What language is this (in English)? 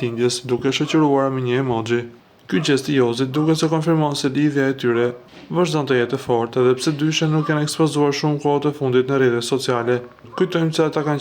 Albanian